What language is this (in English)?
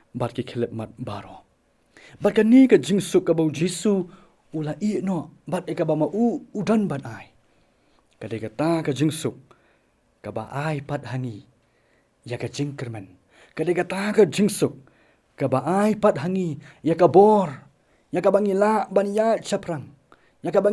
Khasi